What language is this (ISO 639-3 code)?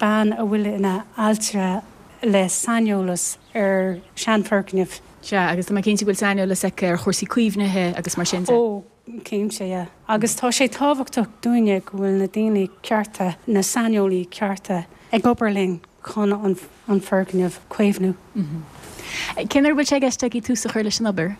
gle